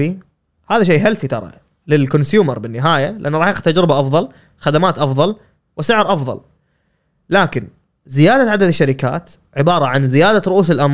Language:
Gulf Arabic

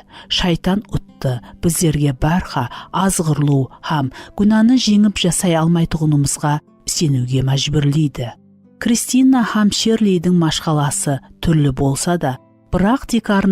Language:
Kara-Kalpak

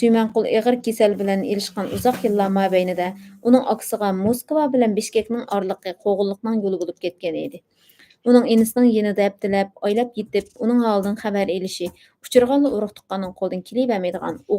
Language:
Uyghur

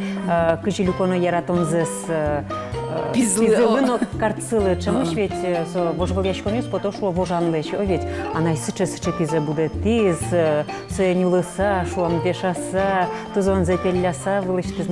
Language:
Udmurt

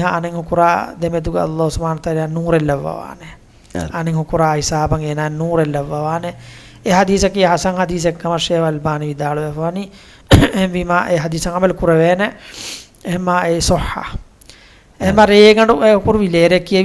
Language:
Divehi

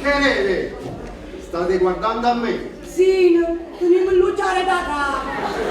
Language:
Neapolitan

